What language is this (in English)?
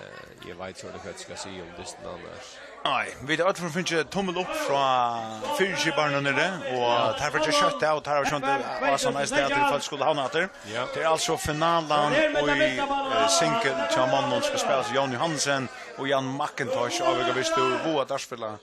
Faroese